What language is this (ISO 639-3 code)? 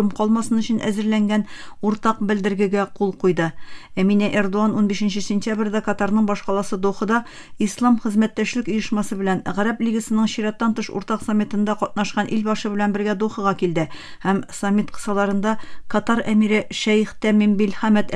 tat